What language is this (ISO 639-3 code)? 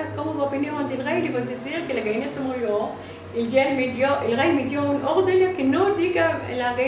lad